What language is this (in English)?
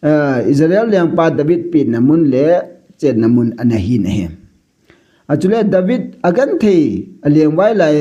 Thado Chin